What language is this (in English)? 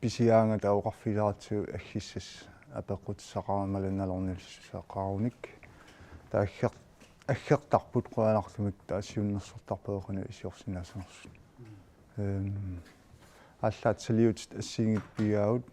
Kalaallisut